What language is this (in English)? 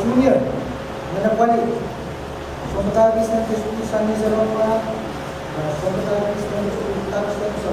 Pohnpeian